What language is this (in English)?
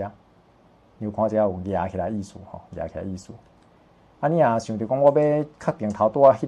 Min Nan Chinese